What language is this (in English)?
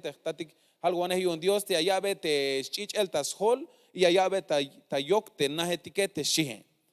Tzeltal